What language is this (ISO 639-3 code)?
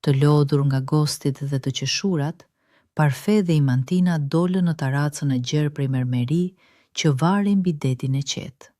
sqi